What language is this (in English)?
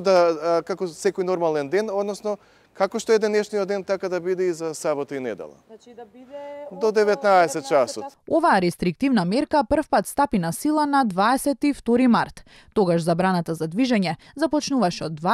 Macedonian